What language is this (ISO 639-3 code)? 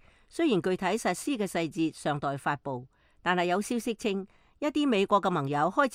yue